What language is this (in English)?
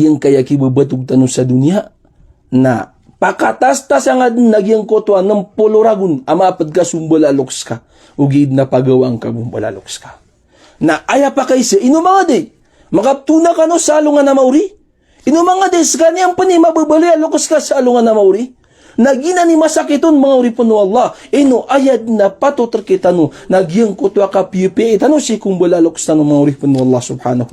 Maranao